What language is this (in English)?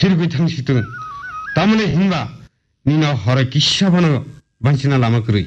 Kok Borok